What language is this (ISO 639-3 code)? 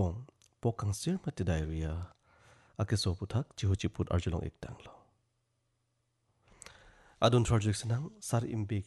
mjw